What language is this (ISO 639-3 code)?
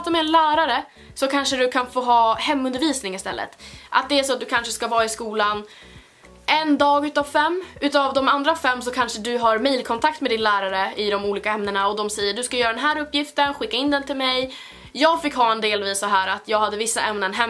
swe